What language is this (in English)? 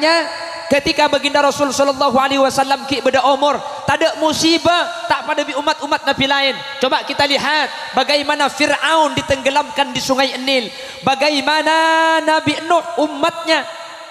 Madurese